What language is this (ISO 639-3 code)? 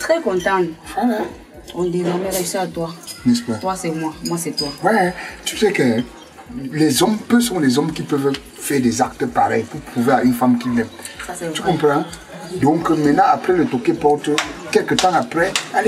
fra